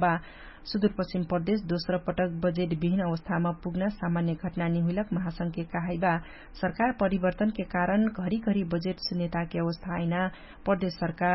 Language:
Dangaura Tharu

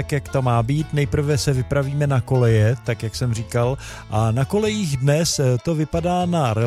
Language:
Czech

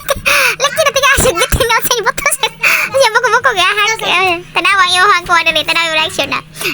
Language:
Cebuano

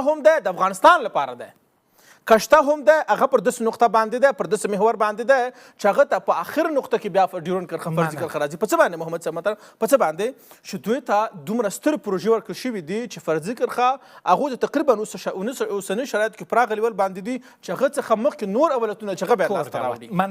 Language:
Pashto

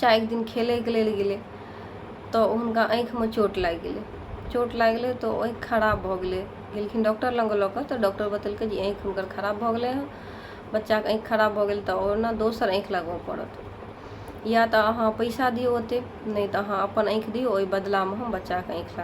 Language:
Maithili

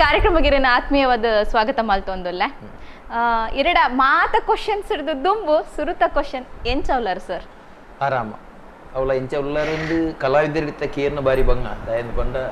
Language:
Tulu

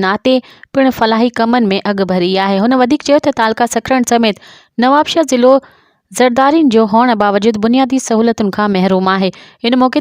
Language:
Sindhi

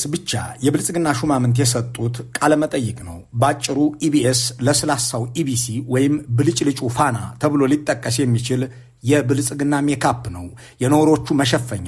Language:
Amharic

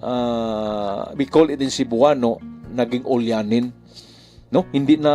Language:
Bikol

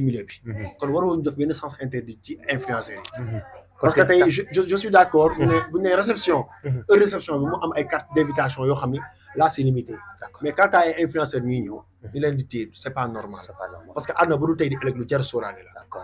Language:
Wolof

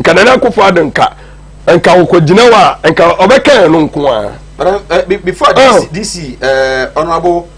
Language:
Akan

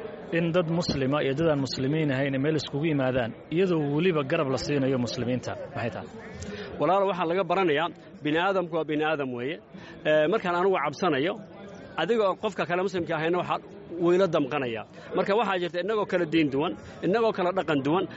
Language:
Somali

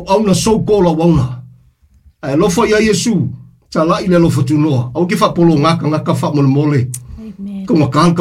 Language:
Samoan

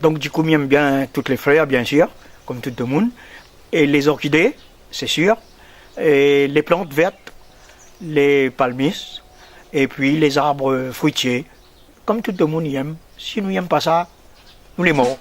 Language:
Réunion Creole French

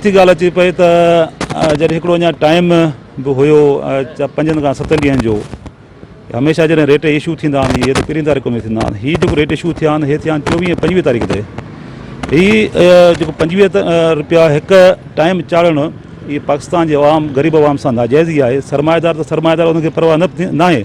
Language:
Sindhi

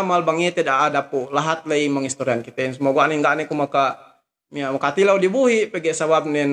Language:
Yakan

